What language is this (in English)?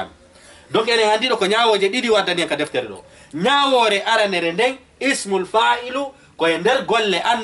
Fula